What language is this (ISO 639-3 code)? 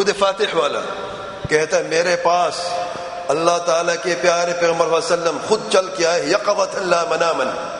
urd